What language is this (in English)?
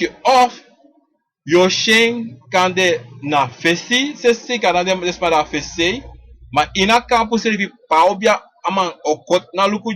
Sranan Tongo